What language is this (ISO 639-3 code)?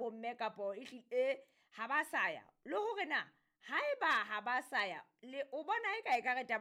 sot